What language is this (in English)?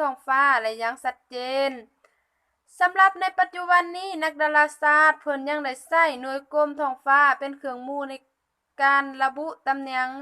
Lao